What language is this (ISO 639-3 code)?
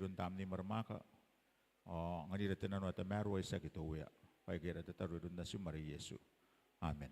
gil